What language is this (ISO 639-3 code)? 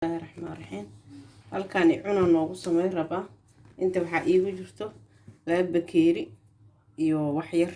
som